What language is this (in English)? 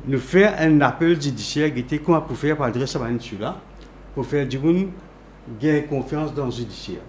Morisyen